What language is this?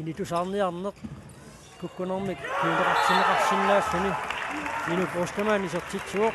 Kalaallisut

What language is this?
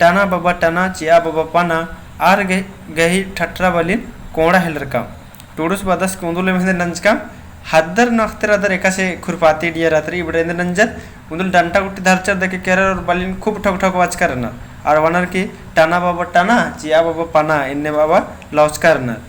Kurukh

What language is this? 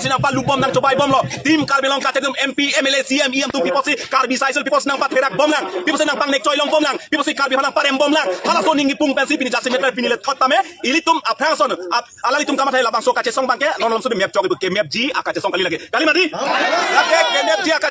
Karbi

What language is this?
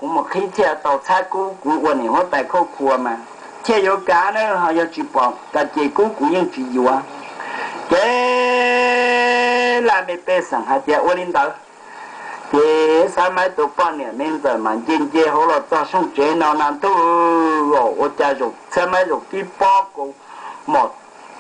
Hmong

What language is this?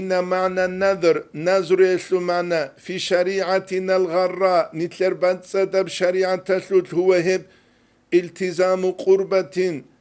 Avaric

